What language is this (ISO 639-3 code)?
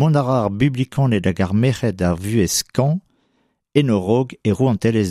bre